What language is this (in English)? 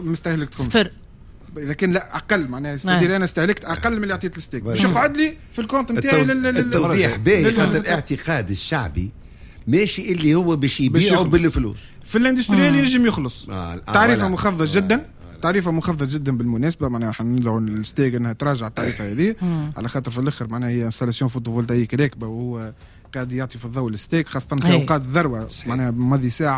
Tunisian Arabic